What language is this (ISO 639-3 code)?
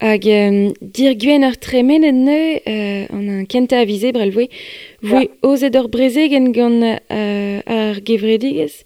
bre